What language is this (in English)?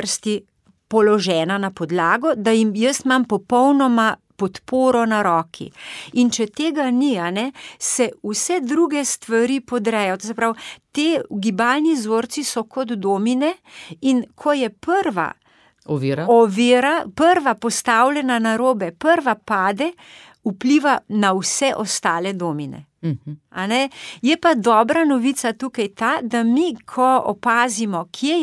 Slovenian